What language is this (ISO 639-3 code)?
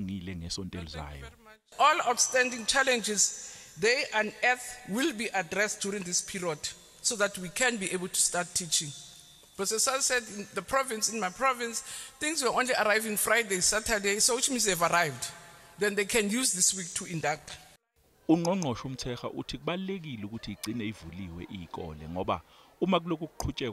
zul